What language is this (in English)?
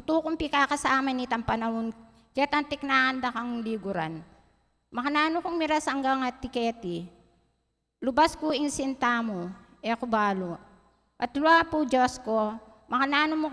Pampanga